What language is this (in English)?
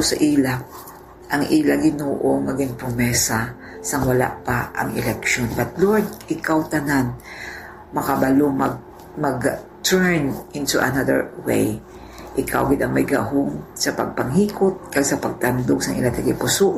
Hiligaynon